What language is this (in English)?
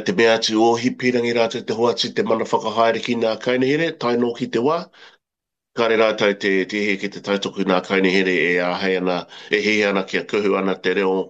Māori